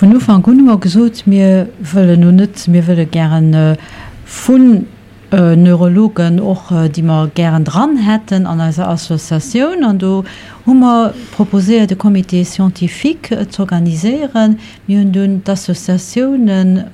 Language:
Luxembourgish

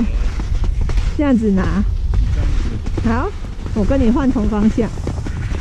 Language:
Chinese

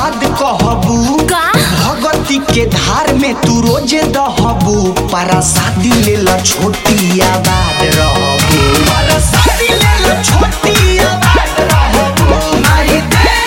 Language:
Bhojpuri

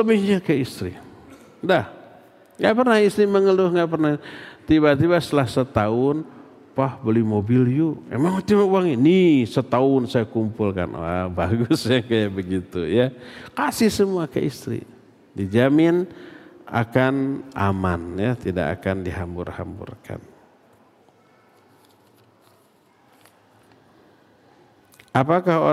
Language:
Indonesian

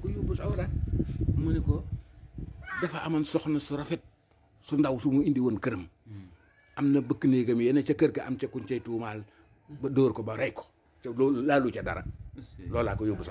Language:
Wolof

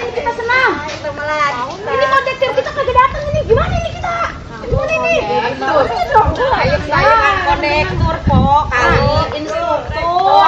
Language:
Betawi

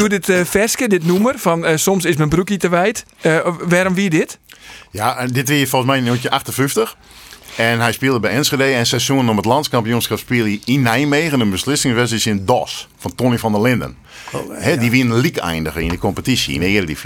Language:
Western Frisian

